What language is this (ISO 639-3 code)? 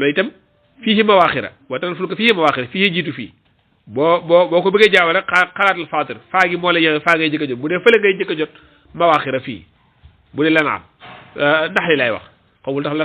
wol